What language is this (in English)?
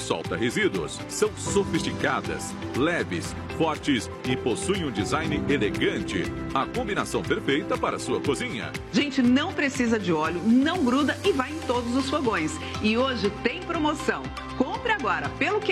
Portuguese